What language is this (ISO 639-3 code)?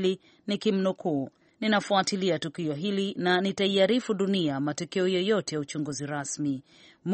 swa